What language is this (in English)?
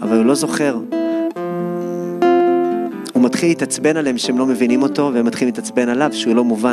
Hebrew